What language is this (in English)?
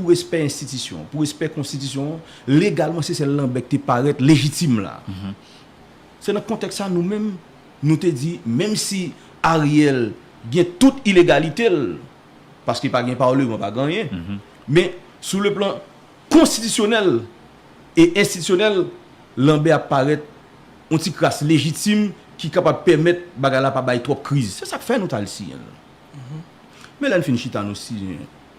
Haitian Creole